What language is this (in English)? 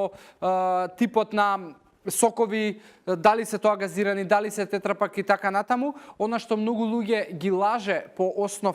Macedonian